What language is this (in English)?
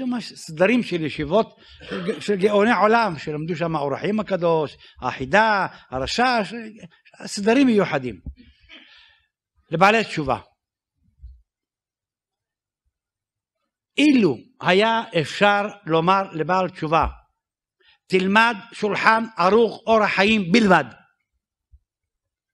Hebrew